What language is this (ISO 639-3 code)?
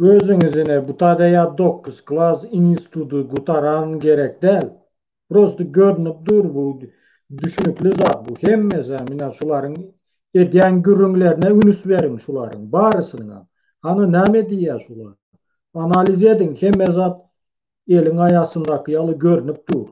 tuk